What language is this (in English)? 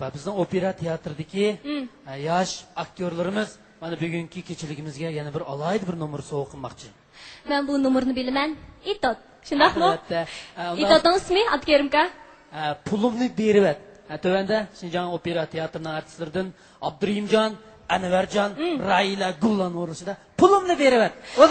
Uyghur